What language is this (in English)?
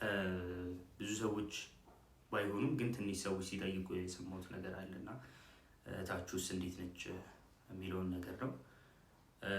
Amharic